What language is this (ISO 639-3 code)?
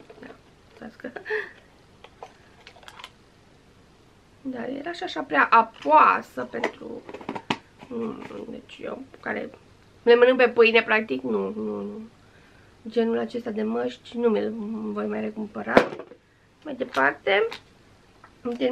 ron